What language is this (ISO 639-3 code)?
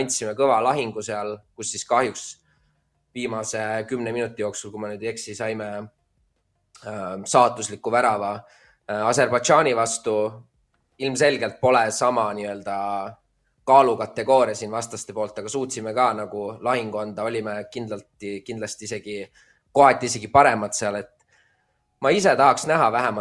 est